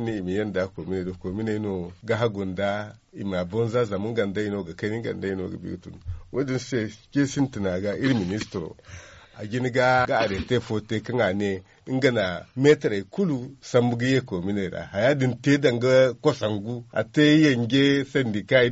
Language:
Zarma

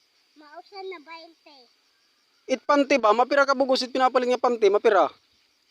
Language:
Waray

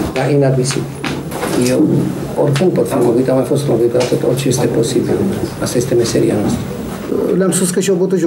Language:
Romanian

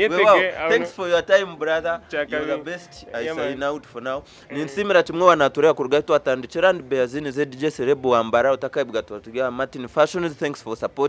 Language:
Nyankole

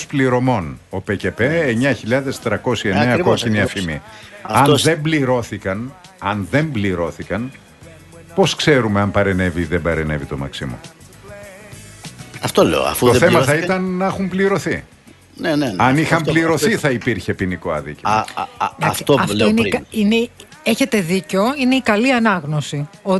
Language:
Greek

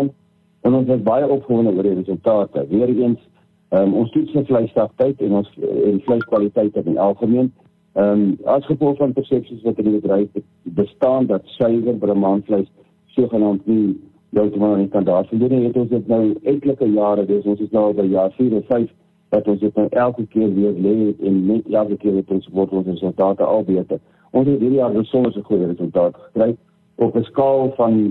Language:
Afrikaans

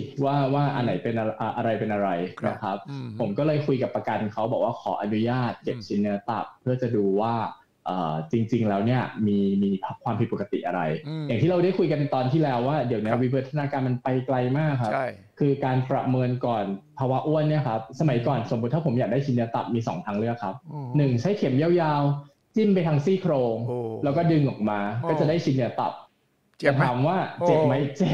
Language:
Thai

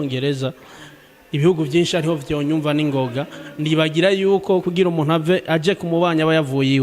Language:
Rundi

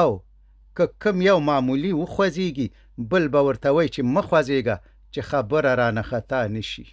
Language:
Pashto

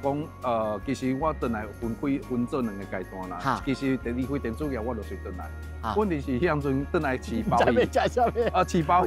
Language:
Min Nan Chinese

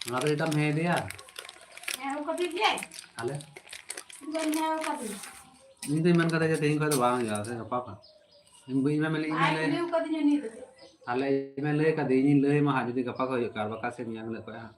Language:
Santali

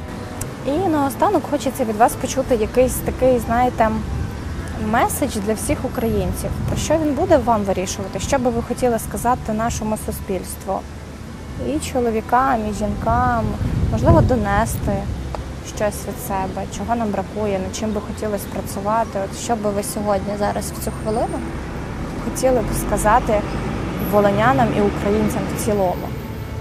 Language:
Ukrainian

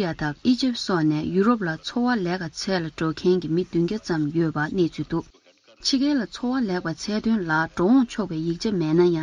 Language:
Tibetan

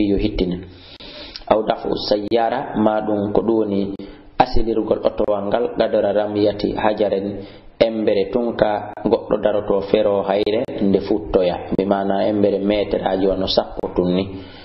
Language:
Fula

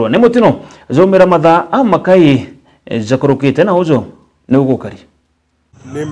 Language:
Meru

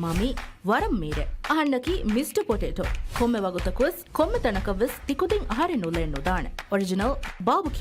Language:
Divehi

